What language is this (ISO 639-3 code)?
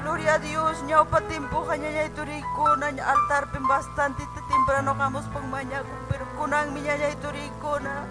quy